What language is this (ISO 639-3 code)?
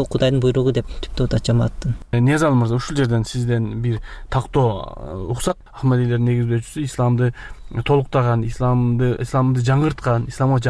kir